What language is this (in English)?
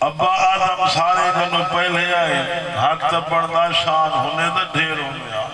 Saraiki